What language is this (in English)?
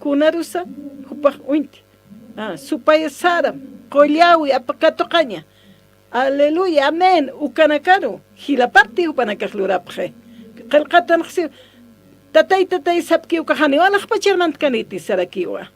Aymara